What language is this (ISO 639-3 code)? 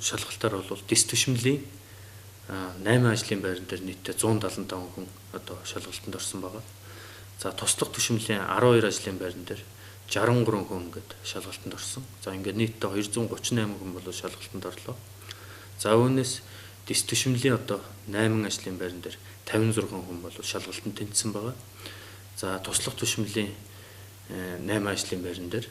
mon